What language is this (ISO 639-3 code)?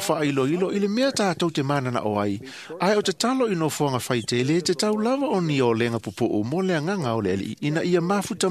smo